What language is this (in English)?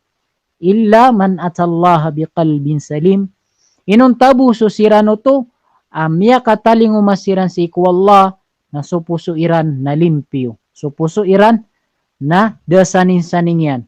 Maranao